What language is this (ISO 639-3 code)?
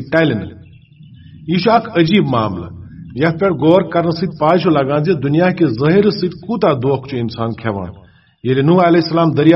kas